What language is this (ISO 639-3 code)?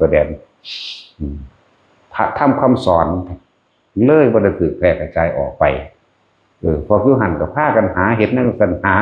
tts